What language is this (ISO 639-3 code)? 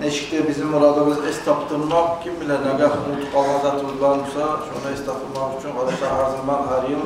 kum